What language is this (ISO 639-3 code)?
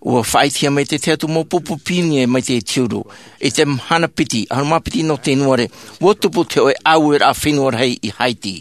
tah